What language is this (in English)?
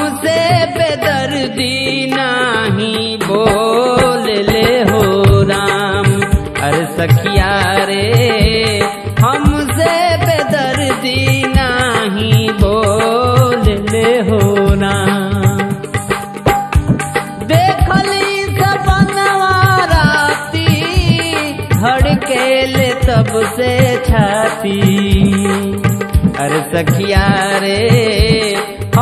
Bhojpuri